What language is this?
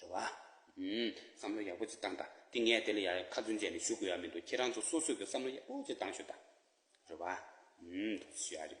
Tibetan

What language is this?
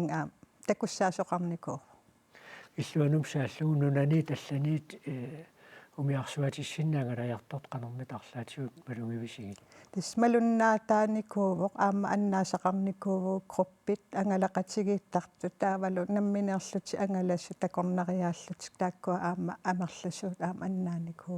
Kalaallisut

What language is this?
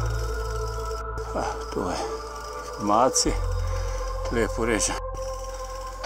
Croatian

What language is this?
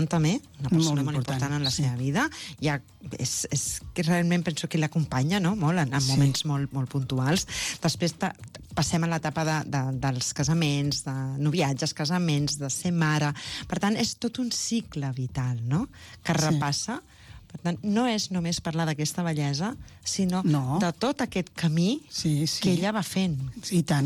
Catalan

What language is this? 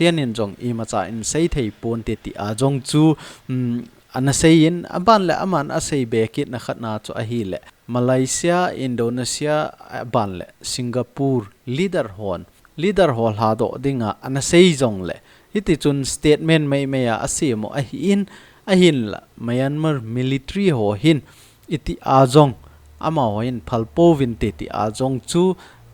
Thado Chin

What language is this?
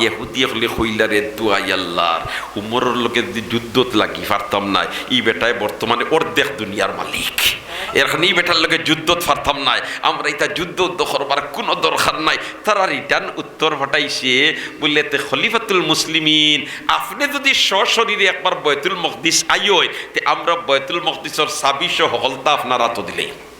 Sylheti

